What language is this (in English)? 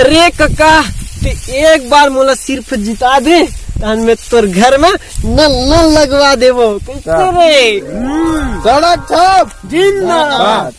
Chhattisgarhi